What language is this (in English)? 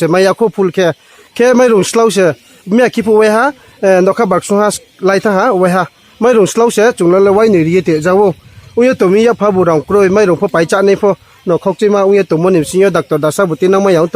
Riang (India)